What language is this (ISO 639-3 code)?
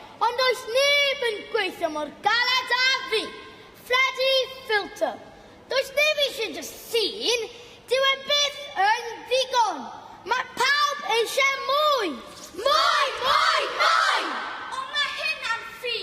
cym